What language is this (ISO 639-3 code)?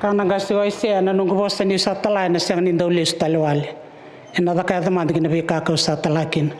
fij